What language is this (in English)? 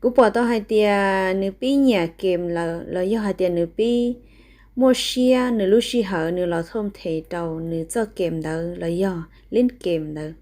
Hmong